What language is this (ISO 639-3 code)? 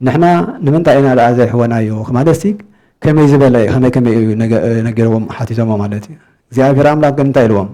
tir